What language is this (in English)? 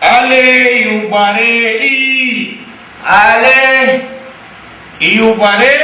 Achinese